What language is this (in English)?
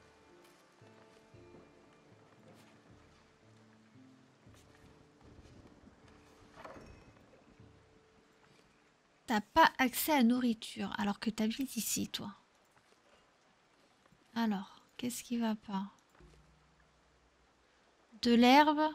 French